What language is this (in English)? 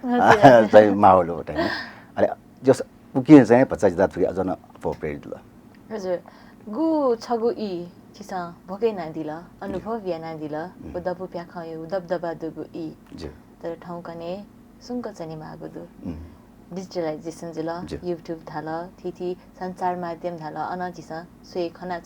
Newari